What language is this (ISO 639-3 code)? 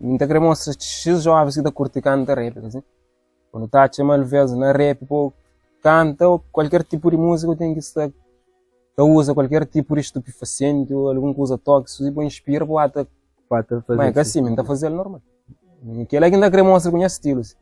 kea